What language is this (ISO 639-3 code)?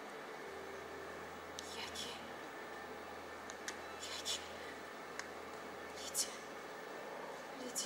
tat